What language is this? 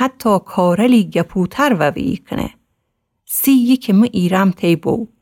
Gilaki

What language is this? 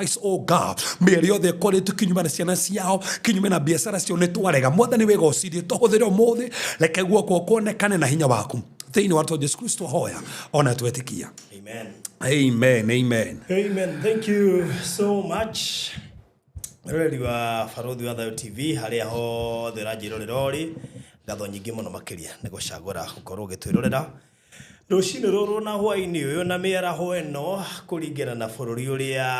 Kikuyu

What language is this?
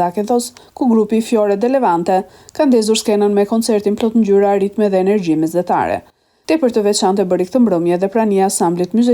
Albanian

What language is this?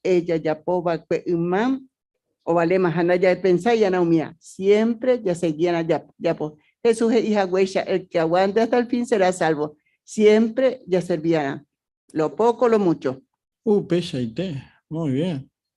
Guarani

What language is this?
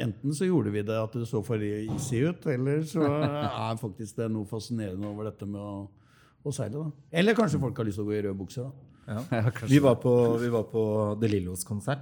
Norwegian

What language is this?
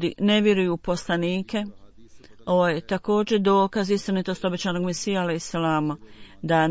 Bosnian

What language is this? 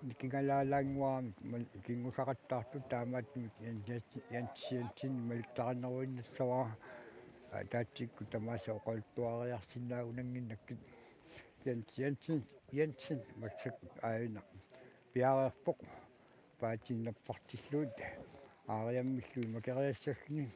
Kalaallisut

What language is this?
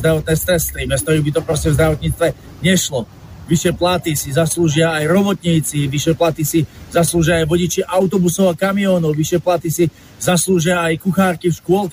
Slovak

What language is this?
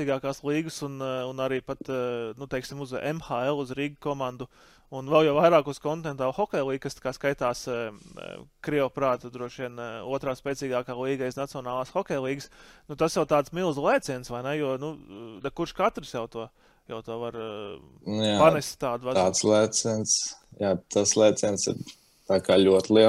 Latvian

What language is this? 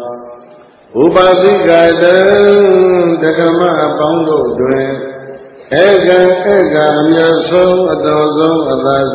Burmese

